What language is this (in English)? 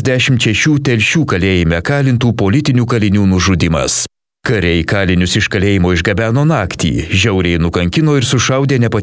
Lithuanian